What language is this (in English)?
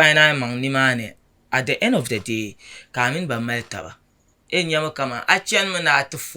Dagbani